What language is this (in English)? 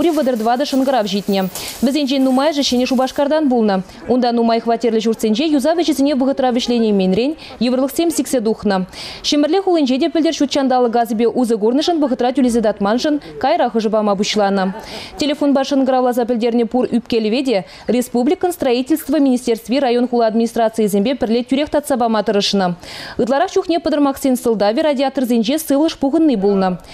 Chuvash